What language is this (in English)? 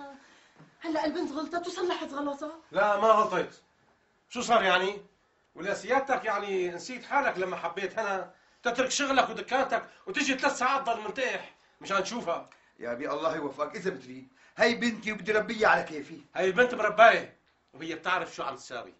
North Levantine Arabic